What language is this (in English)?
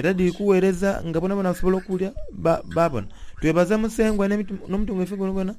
Soga